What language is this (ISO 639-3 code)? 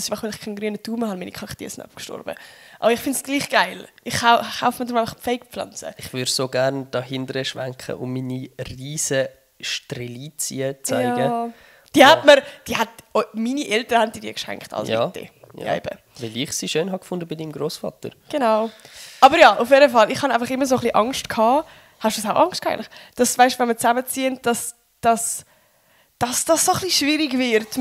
gsw